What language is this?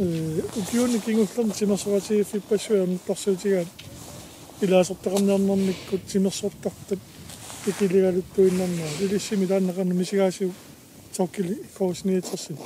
Kalaallisut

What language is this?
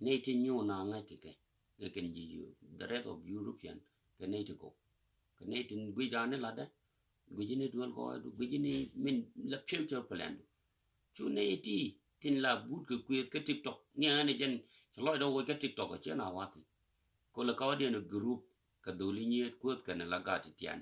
Nuer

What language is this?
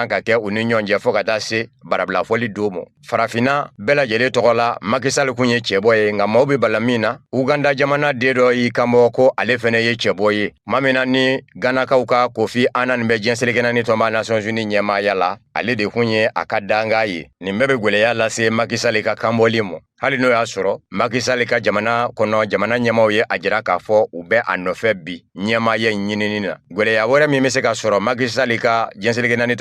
Bambara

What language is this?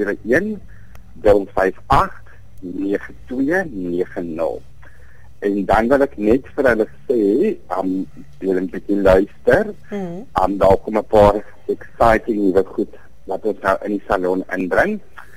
Afrikaans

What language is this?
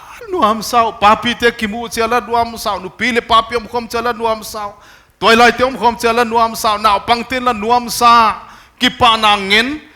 Paite Chin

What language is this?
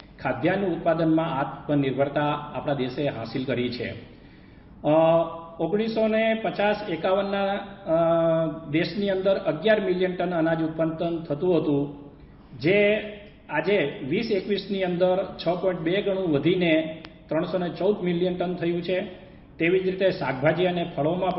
Gujarati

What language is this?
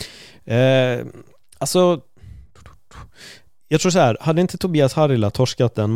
Swedish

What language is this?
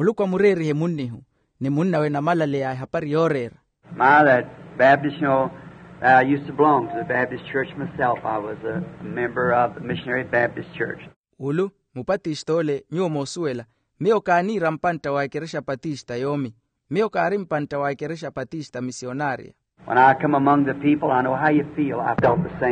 Makhuwa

